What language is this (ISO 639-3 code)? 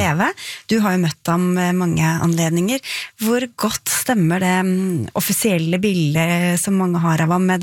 nor